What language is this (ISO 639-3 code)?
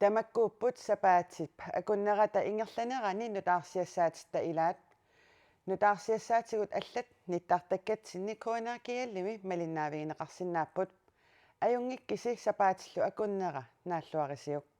kal